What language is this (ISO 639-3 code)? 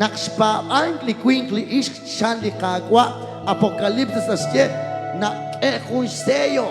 kek